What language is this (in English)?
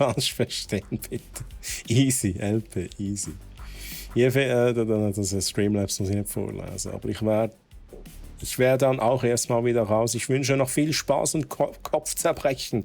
Swiss German